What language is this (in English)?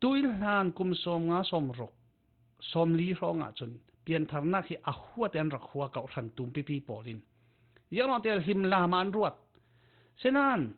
Falam Chin